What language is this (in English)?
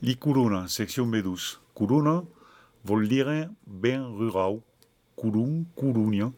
Catalan